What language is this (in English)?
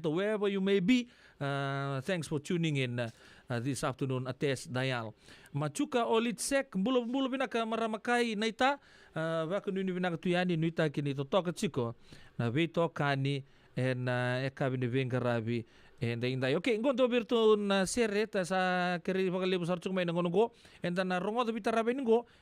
Fijian